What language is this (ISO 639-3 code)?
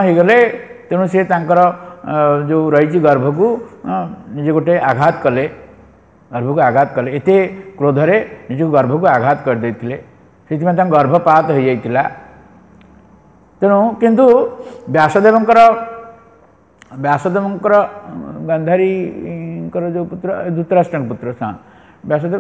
ori